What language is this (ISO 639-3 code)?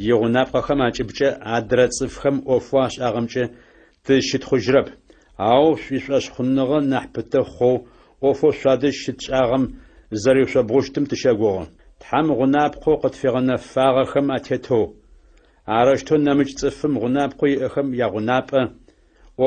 ady